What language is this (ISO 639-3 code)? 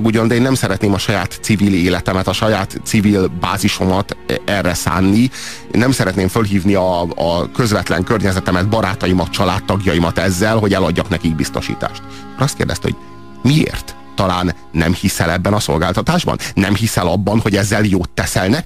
hun